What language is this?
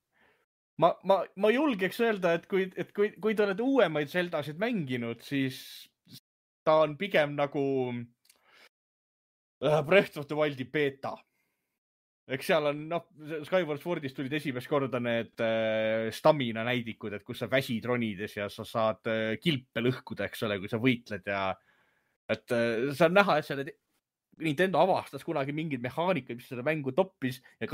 Estonian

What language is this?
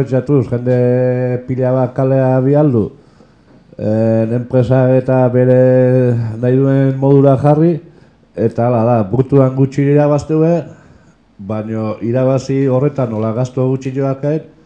Basque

